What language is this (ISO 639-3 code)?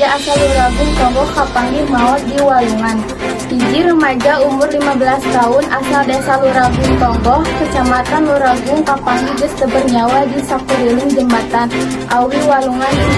sun